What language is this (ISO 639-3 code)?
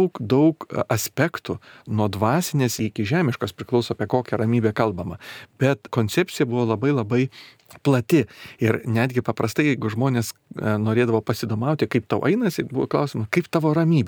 lit